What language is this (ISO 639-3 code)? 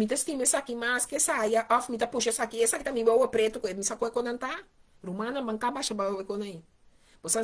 pap